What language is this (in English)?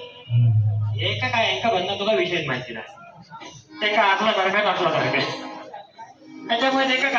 Marathi